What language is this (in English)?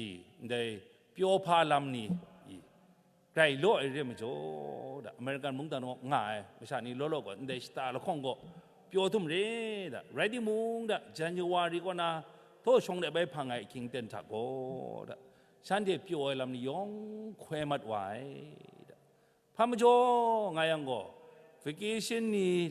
Kachin